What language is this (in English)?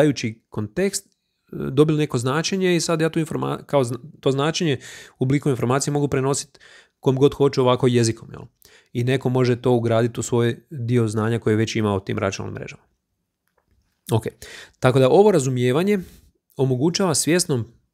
Croatian